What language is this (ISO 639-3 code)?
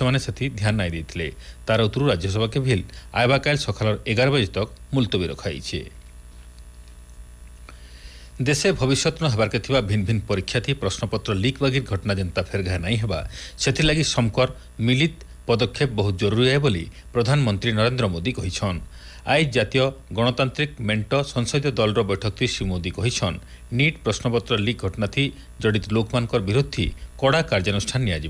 ori